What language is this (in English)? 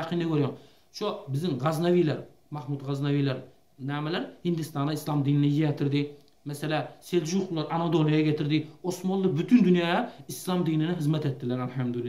Turkmen